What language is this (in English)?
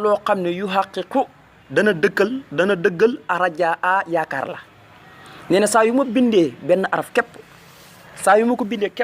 Wolof